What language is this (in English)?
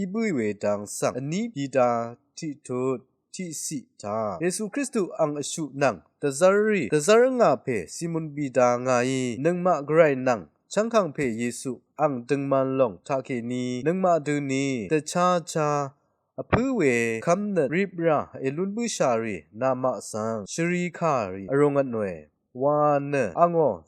Rawang